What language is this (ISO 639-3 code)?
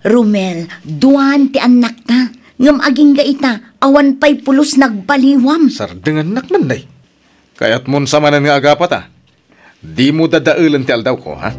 ilo